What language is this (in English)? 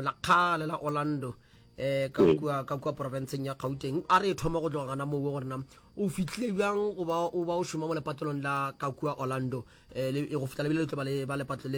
Northern Sotho